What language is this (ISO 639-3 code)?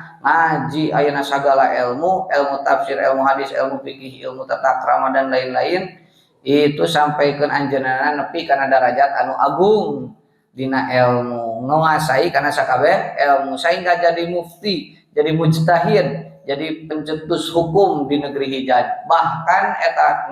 sun